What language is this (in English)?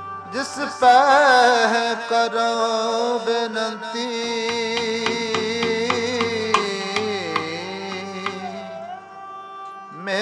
Punjabi